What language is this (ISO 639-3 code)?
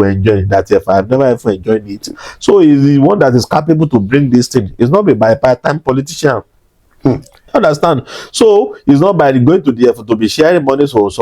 yor